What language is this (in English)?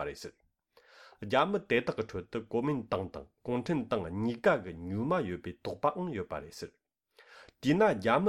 Tibetan